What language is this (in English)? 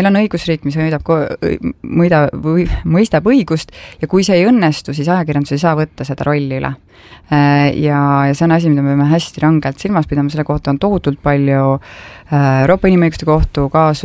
Estonian